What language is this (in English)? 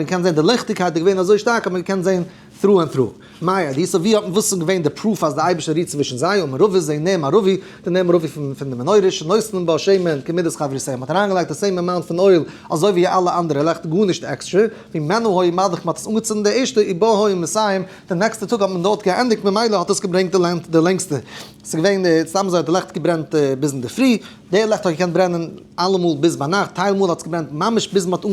Yiddish